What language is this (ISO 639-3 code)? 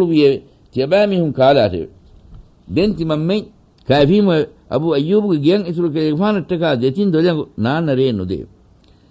div